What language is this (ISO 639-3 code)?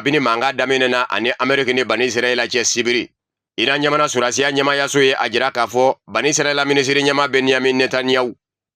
bam